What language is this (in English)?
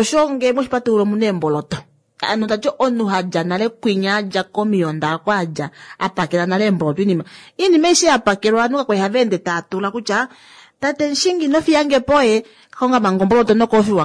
Kuanyama